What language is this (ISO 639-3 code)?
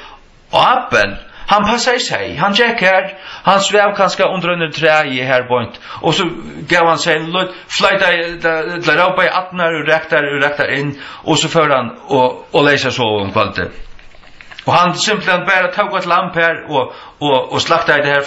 fao